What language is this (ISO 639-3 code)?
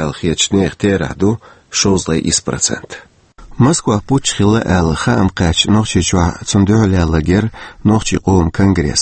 che